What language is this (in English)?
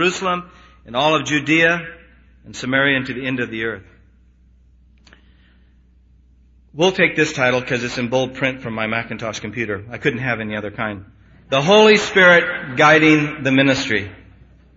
English